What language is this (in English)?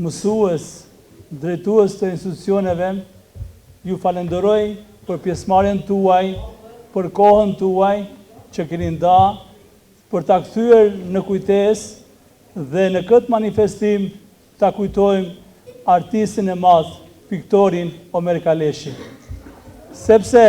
Albanian